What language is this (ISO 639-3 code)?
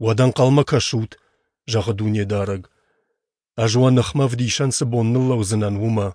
oss